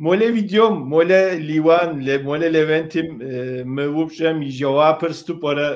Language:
Kabardian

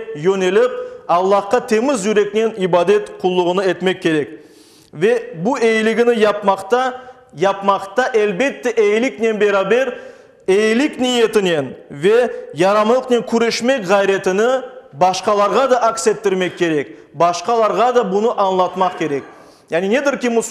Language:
Crimean Tatar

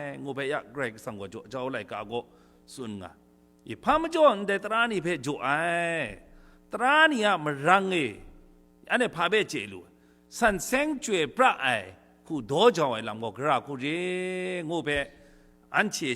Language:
Kachin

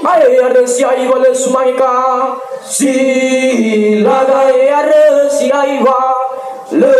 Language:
Nias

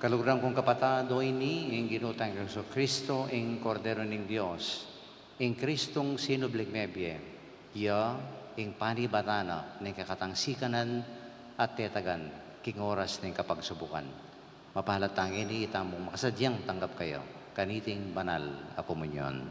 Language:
Pampanga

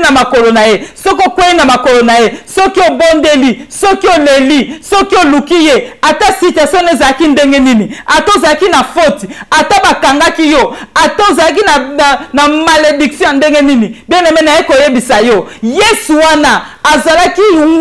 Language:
Lingala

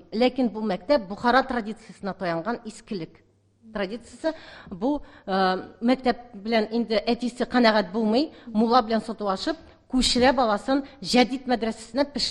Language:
Tatar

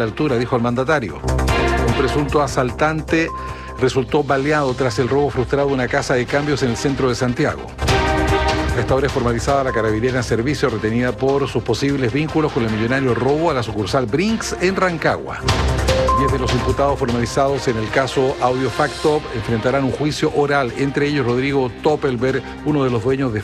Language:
Spanish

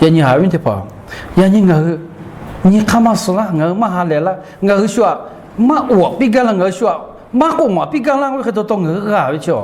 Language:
Lahu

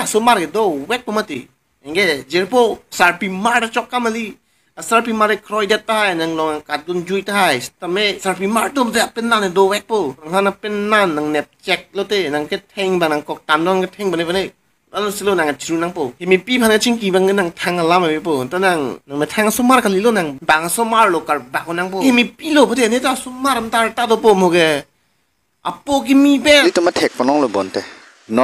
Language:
Karbi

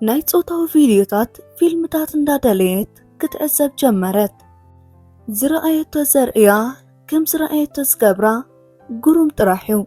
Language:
Tigrinya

